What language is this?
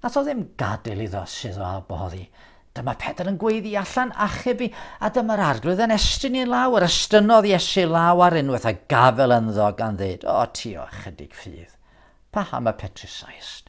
Welsh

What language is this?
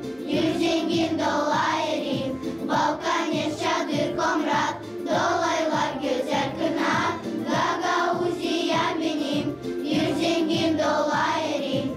Gagauz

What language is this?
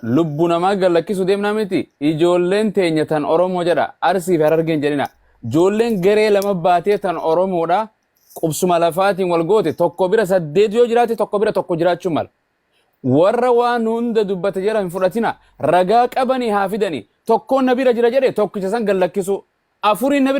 Oromo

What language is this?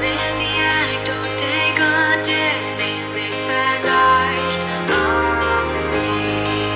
Plautdietsch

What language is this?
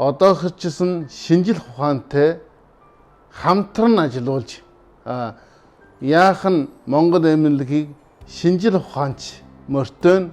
Mongolian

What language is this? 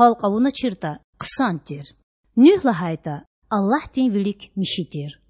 Lezghian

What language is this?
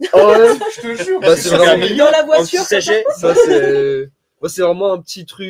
French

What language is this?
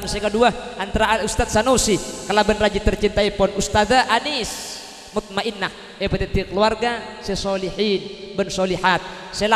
Madurese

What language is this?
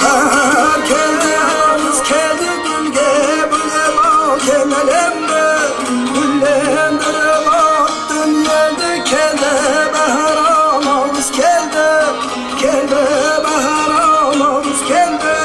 Kara-Kalpak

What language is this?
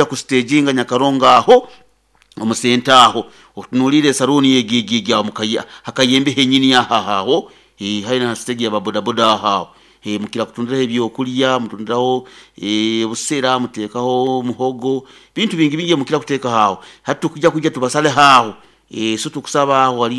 Nyoro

